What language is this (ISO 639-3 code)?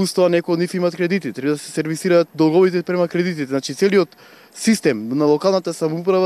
mkd